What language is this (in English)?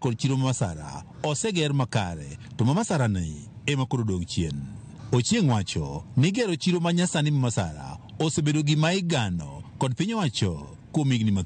Luo (Kenya and Tanzania)